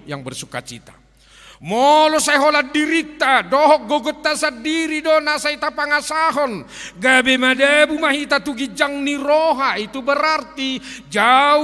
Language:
Batak Toba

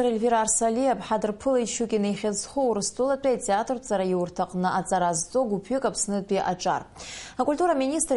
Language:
Abkhazian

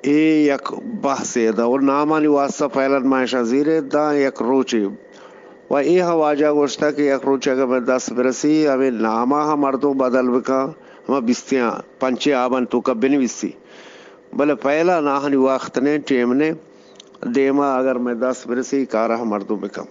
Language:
Eastern Balochi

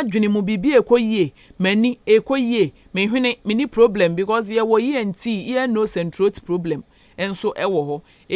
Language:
Akan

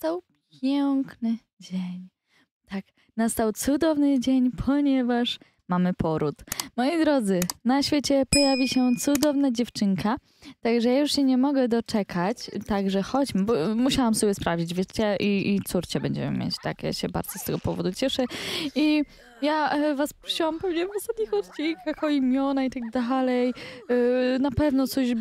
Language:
Polish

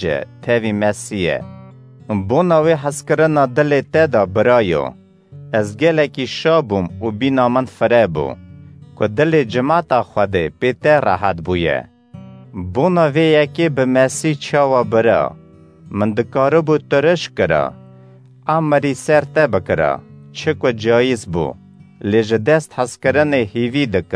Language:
Kurdish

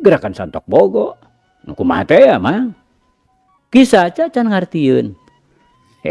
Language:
Sundanese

